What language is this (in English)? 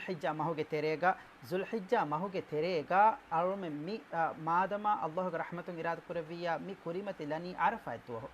Divehi